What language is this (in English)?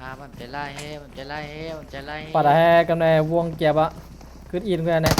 Shan